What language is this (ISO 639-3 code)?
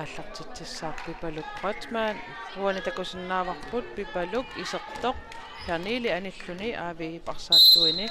kal